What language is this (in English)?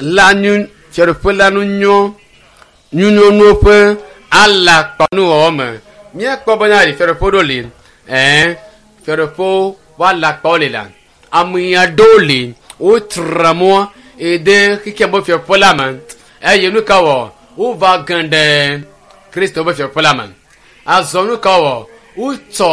Ewe